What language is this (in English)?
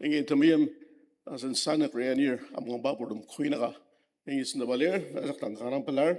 Ao Naga